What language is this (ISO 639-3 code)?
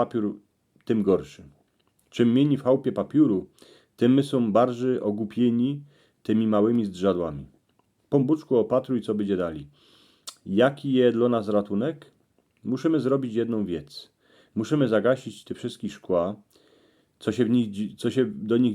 szl